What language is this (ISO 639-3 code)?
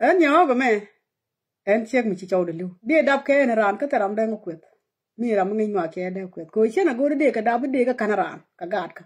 nus